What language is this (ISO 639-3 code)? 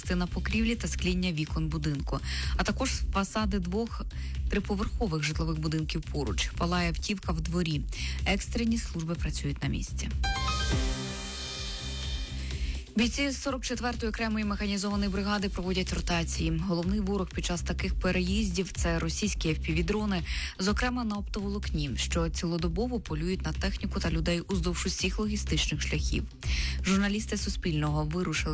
ukr